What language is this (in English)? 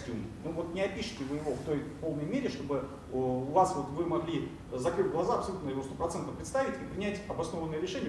Russian